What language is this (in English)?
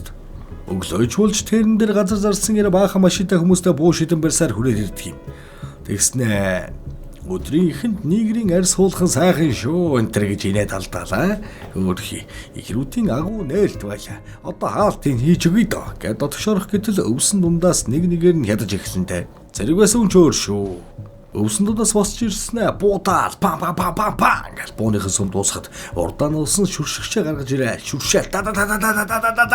Mongolian